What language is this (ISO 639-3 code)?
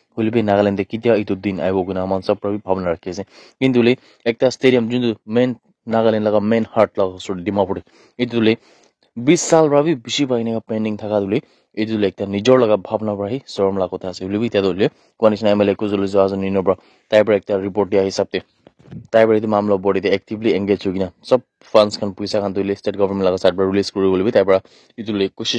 nag